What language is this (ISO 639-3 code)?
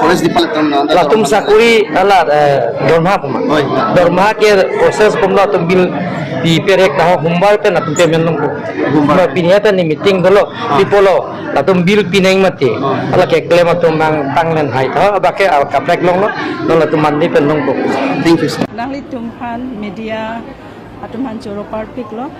mjw